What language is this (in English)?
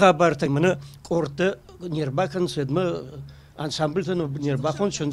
Ossetic